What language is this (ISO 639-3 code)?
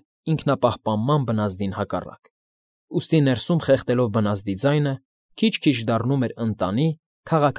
hye